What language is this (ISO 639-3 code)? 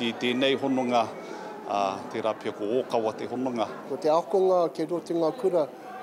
mri